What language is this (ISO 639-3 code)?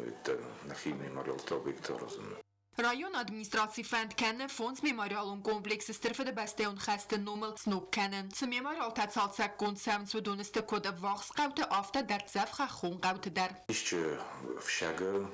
oss